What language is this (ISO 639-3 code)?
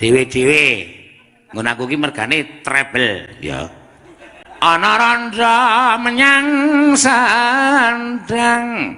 jav